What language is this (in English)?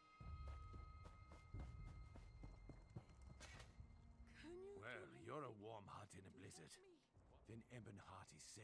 English